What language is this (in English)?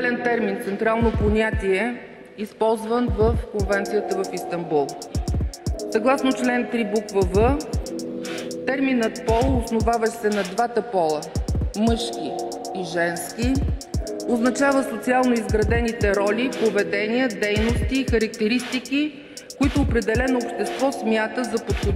Bulgarian